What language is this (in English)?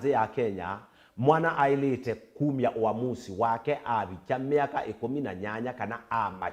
Kamba